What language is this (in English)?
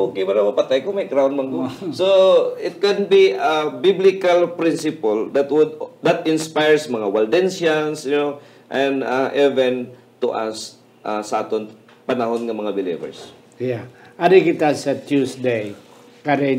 Hiligaynon